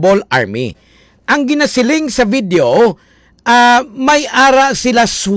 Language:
Hiligaynon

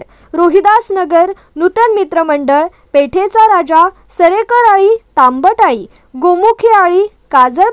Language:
Marathi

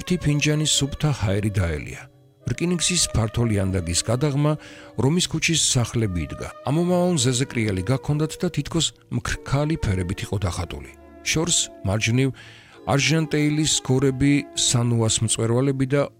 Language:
Georgian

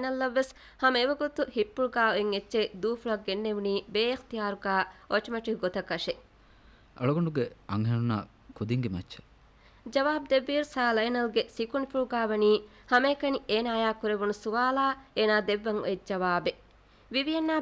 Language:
Divehi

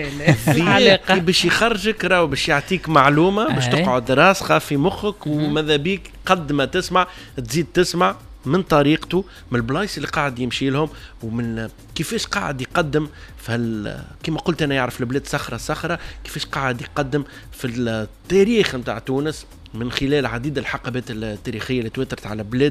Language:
Tunisian Arabic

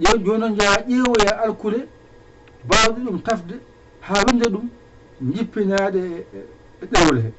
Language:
Fula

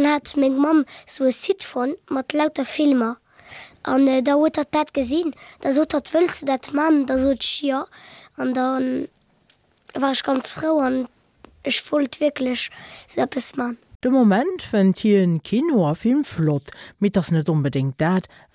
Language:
Luxembourgish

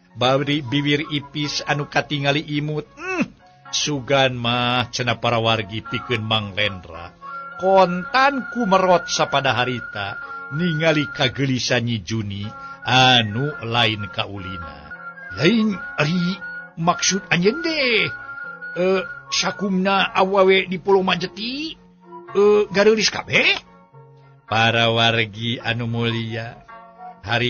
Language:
Sundanese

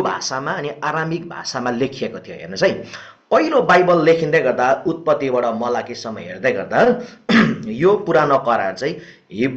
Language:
Nepali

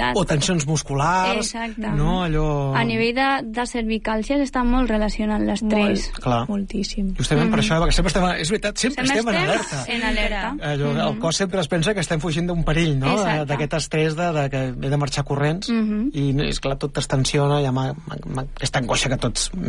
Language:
Catalan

